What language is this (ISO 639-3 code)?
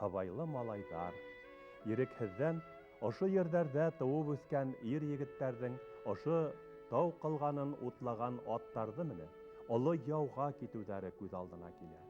bak